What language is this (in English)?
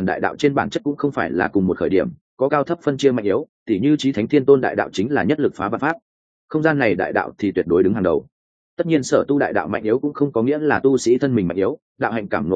Vietnamese